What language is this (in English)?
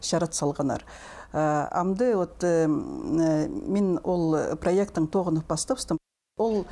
Khakas